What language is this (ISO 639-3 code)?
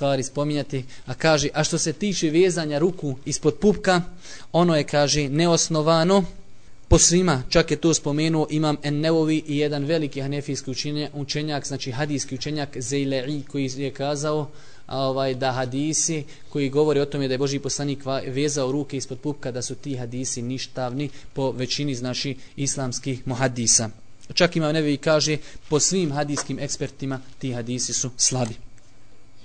bos